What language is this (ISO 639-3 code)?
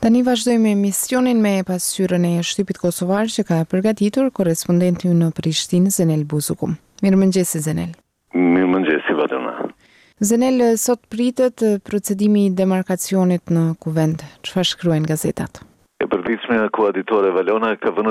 sqi